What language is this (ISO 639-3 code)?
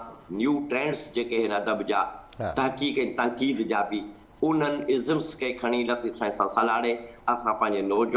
snd